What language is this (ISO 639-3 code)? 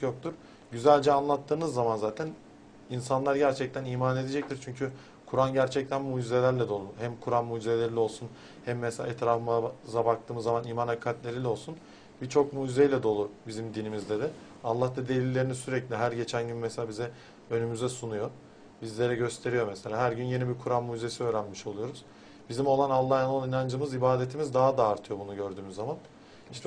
tur